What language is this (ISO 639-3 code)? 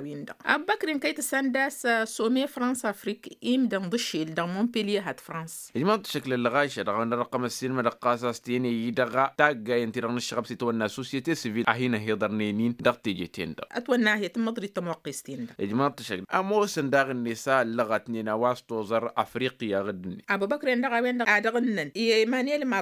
taq